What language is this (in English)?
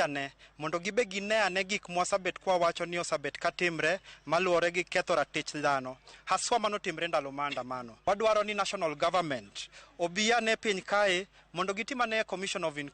Luo (Kenya and Tanzania)